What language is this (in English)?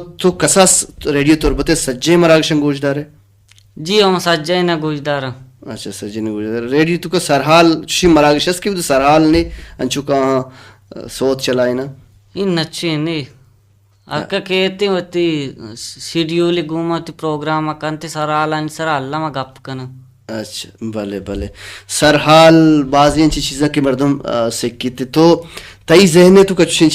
Baluchi